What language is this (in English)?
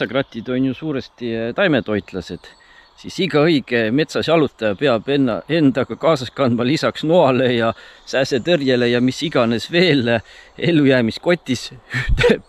Estonian